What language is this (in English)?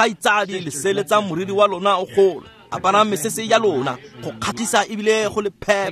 Tswana